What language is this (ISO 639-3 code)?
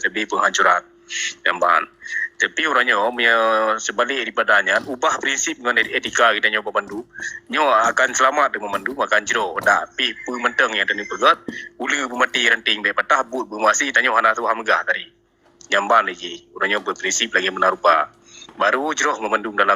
ace